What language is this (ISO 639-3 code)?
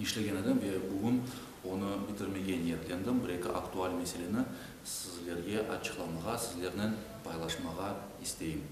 crh